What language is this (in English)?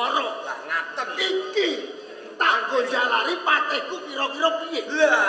Javanese